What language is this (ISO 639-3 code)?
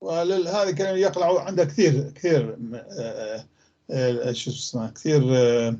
apc